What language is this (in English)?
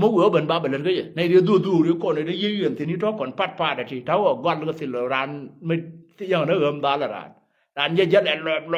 Nuer